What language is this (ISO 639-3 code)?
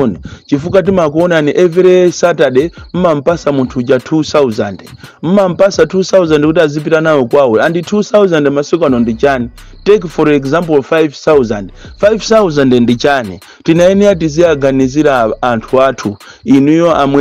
nya